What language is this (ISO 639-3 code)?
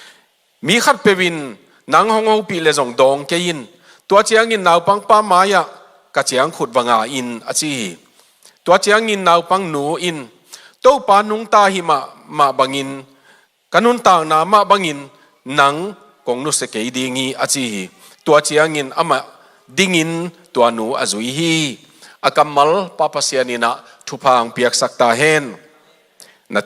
ctd